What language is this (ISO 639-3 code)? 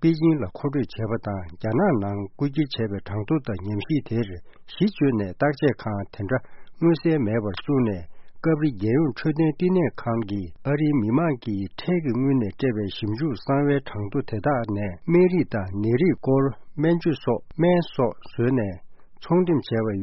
bod